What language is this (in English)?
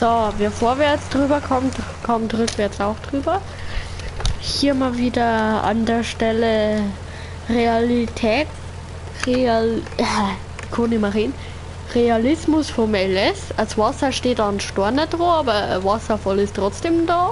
Bavarian